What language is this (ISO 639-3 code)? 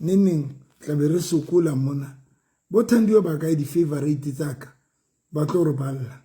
sot